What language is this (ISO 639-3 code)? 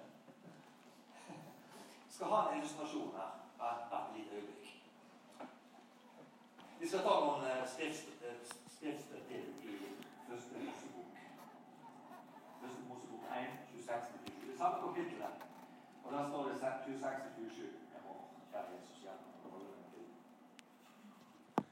nor